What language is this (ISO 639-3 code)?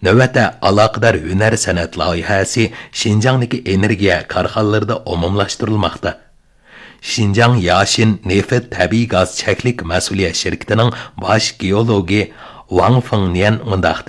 uig